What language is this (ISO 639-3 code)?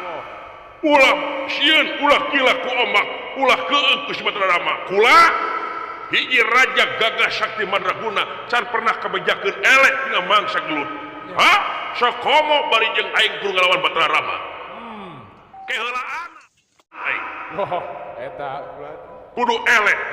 sun